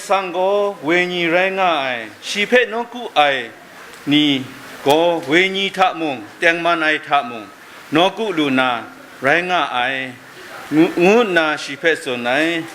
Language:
Kachin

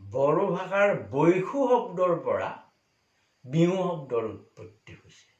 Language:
Assamese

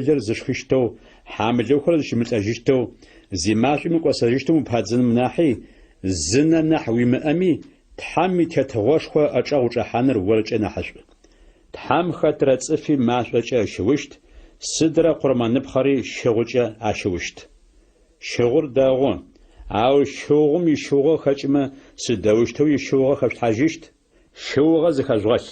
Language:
Adyghe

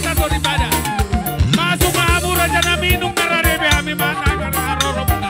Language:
Batak Toba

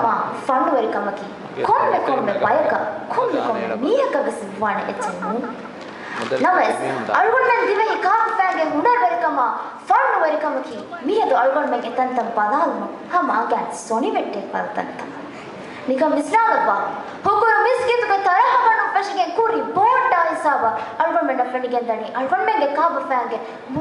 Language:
Divehi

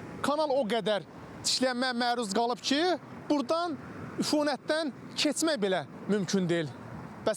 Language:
Azerbaijani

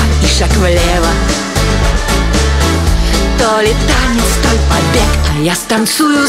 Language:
Russian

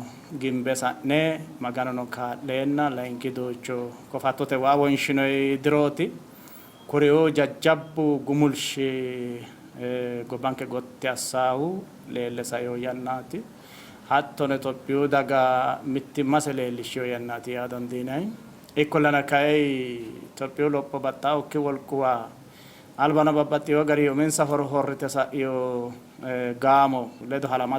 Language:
Sidamo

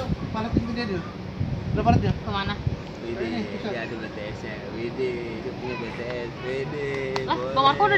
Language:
Betawi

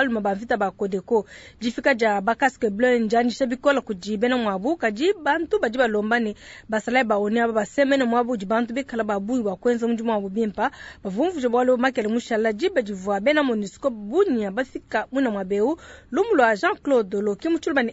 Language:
Luba-Lulua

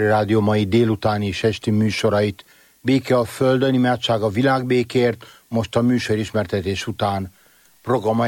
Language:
Hungarian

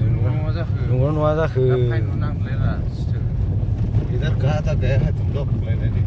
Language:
Bodo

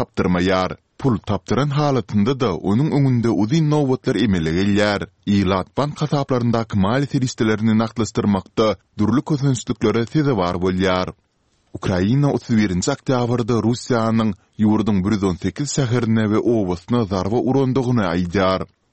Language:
Turkmen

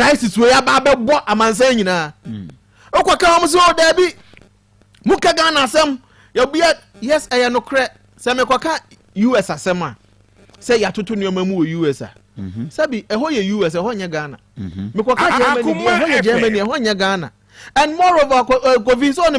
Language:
Akan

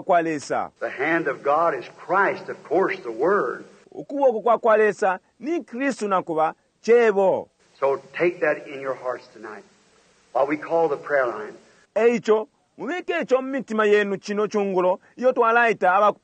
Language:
Bemba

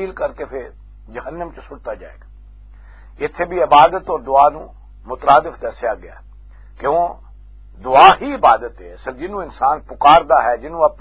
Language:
Western Panjabi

